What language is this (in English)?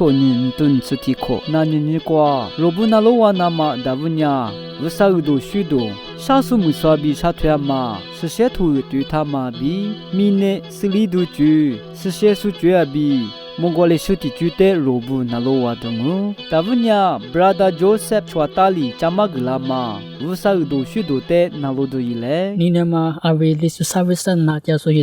Lisu